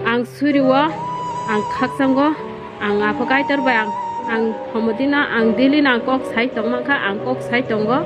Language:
Riang (India)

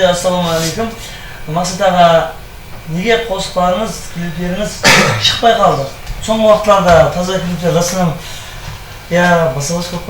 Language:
Kara-Kalpak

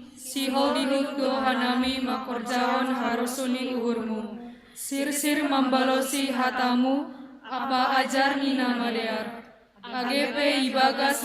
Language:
Batak Simalungun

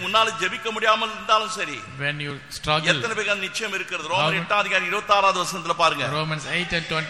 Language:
Tamil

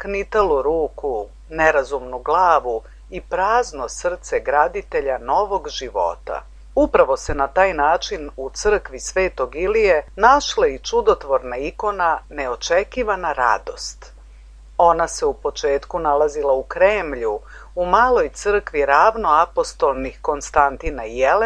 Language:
Serbian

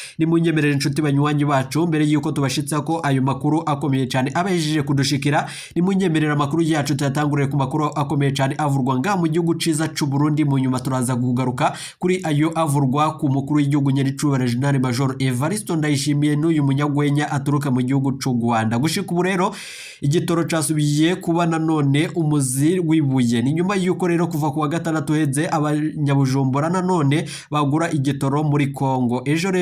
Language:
Rundi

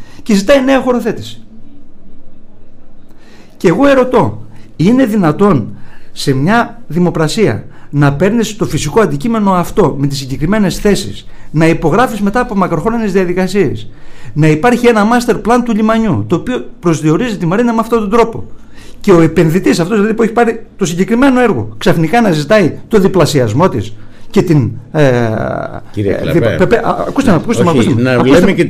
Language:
Greek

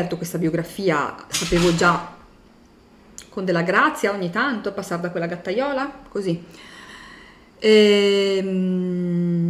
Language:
Italian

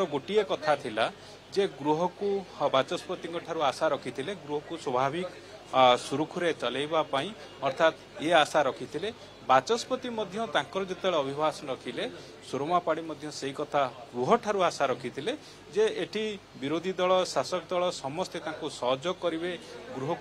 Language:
Odia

